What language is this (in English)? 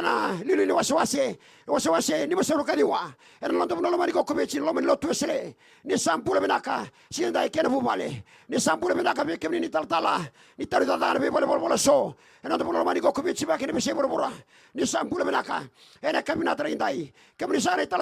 Fijian